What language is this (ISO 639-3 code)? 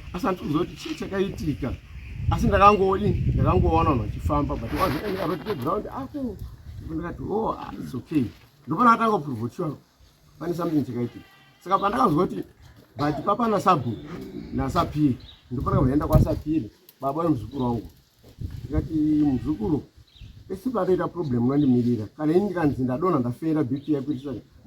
sna